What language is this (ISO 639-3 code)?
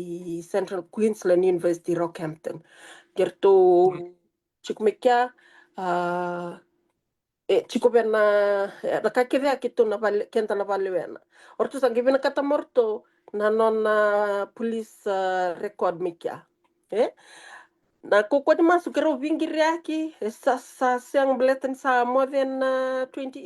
fij